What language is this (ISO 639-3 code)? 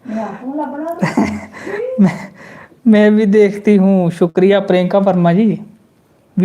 doi